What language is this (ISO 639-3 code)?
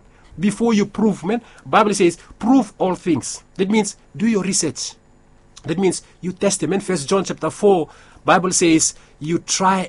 bis